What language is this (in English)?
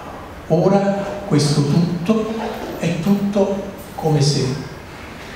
Italian